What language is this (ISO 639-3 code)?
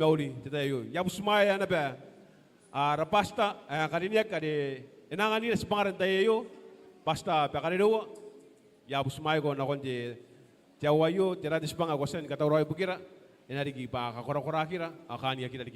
gil